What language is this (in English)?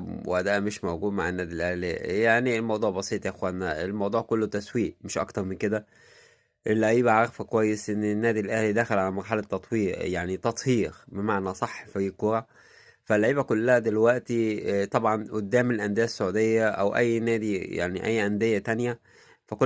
Egyptian Arabic